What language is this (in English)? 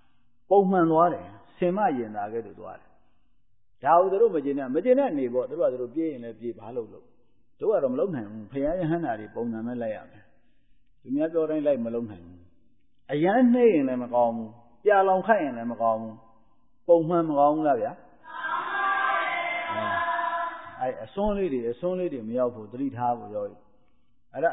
Burmese